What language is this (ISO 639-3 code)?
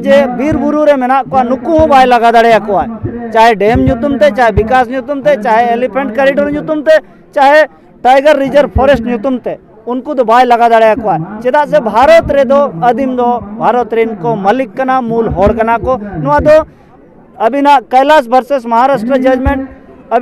sat